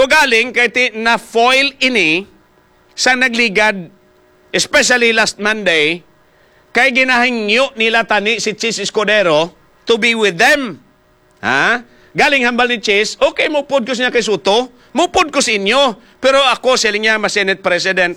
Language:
Hiligaynon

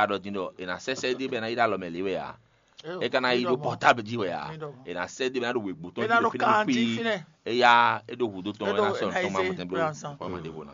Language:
Fon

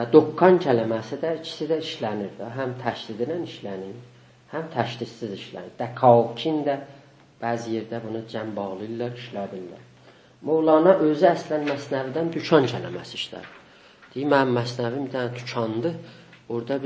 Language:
South Azerbaijani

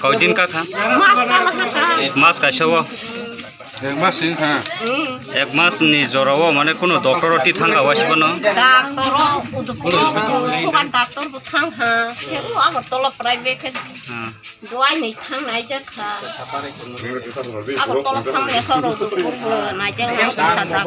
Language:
Kok Borok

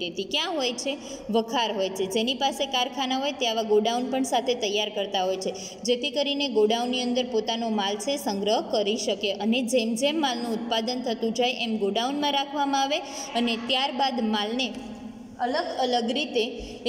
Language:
Gujarati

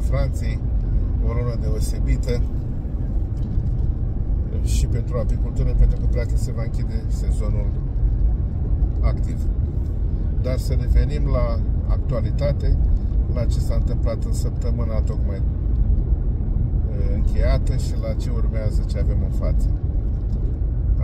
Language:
Romanian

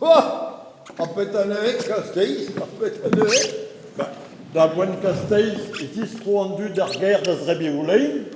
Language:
Breton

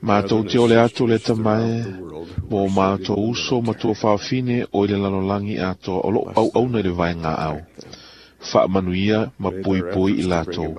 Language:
Samoan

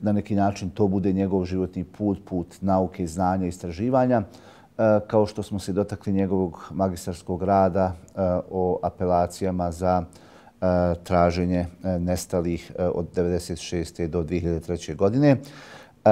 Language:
Bosnian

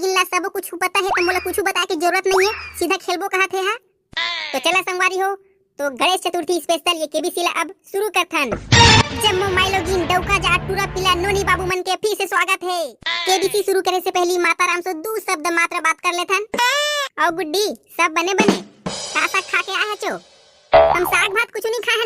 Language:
Chhattisgarhi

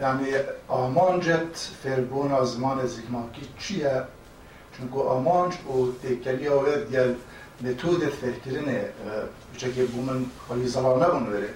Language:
Kurdish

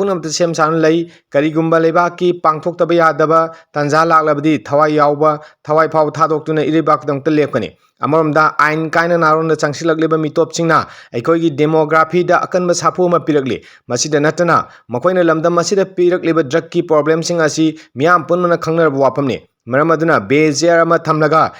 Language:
Manipuri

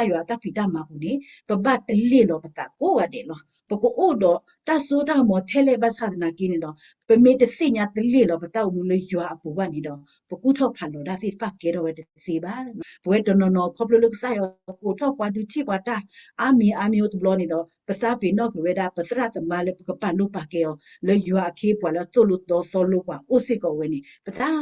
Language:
S'gaw Karen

